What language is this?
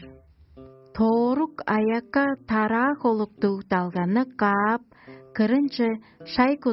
Tuvinian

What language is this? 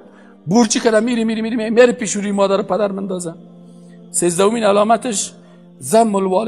Persian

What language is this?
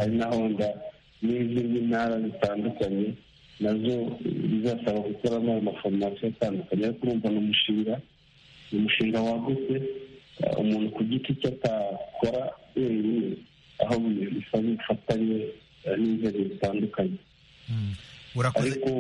Kinyarwanda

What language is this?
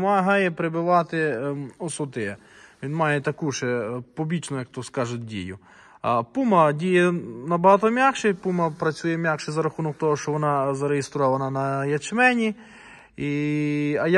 Ukrainian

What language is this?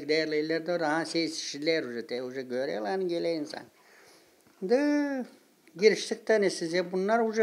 Gagauz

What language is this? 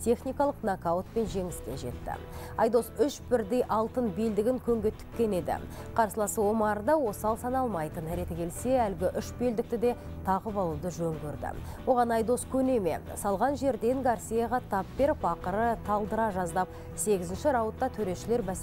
Kazakh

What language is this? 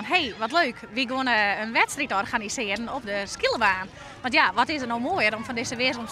Western Frisian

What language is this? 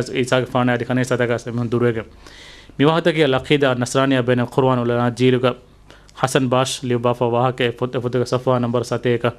Divehi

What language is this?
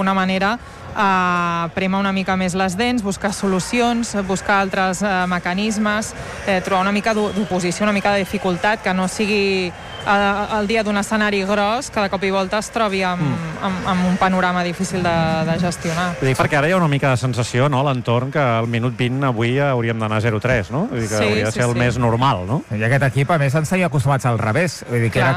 Catalan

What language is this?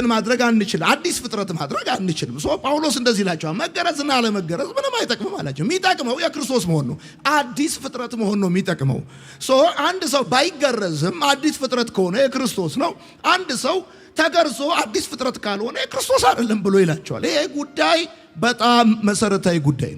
Amharic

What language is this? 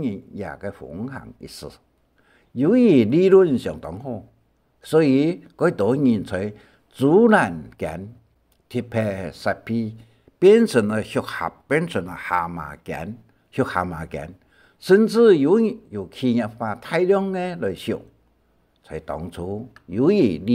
Hakka Chinese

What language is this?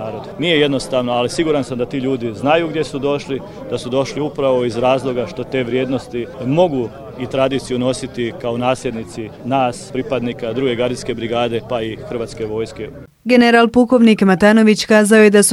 Croatian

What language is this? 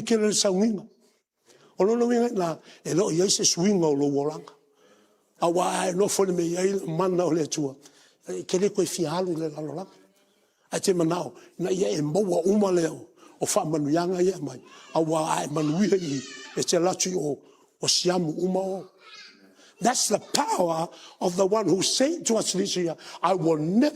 Samoan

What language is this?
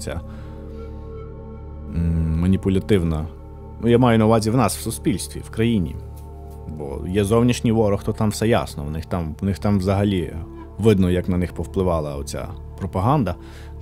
Ukrainian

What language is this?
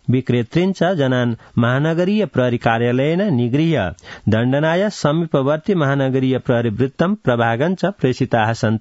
Sanskrit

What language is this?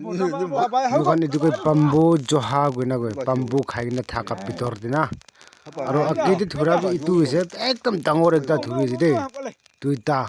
Naga Pidgin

